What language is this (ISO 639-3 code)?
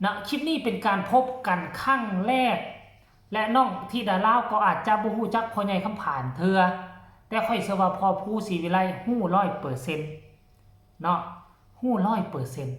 tts